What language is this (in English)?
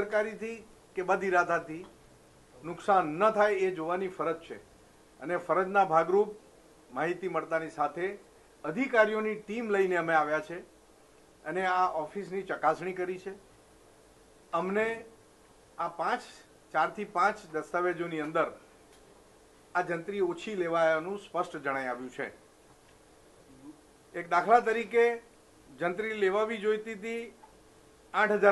Gujarati